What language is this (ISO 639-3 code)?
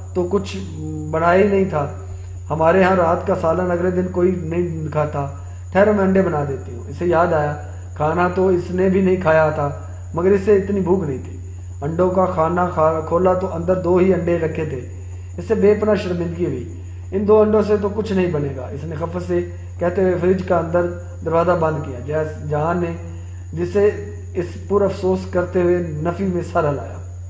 urd